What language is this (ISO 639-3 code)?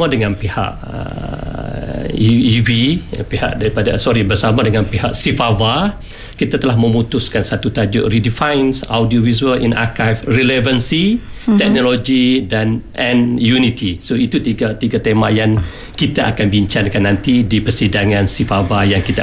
msa